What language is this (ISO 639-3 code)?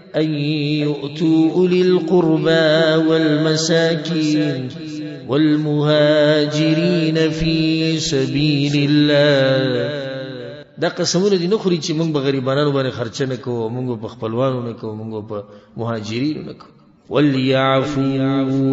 pus